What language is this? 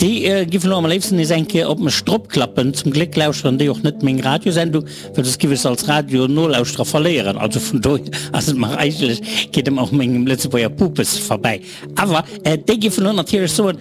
Luxembourgish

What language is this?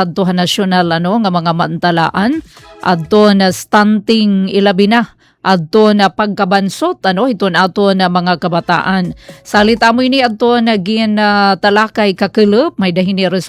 Waray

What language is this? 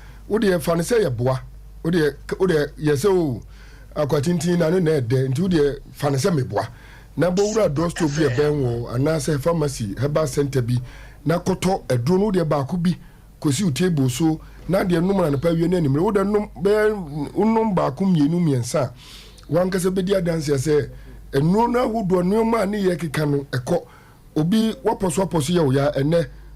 Akan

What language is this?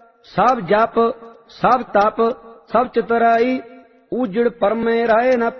Punjabi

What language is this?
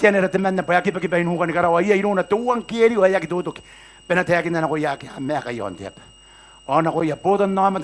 Gilbertese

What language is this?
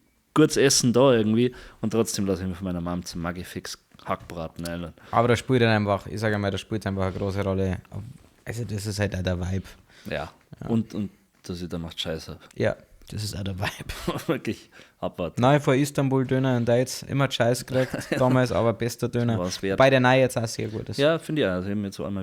Bavarian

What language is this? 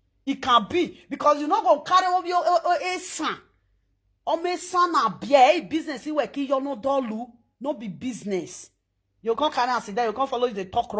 Nigerian Pidgin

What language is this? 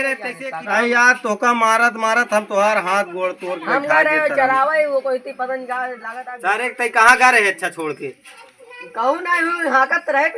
Awadhi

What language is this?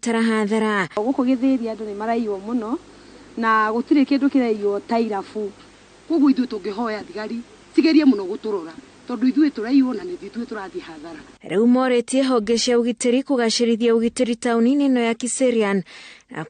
Kikuyu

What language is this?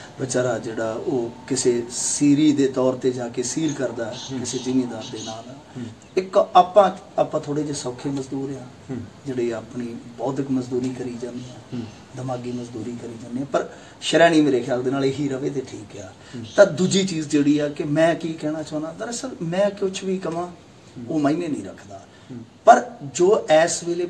Punjabi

